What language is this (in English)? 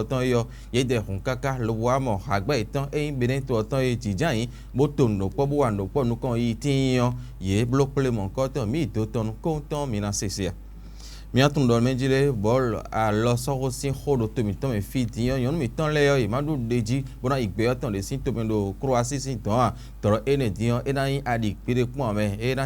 Fon